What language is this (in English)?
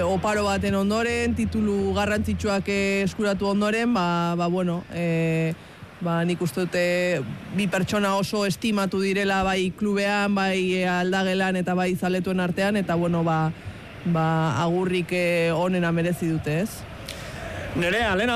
Basque